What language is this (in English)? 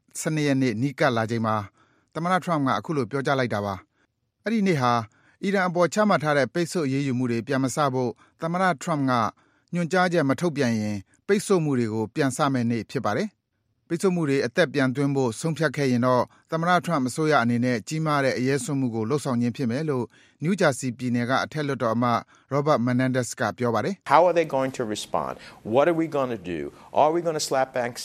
Burmese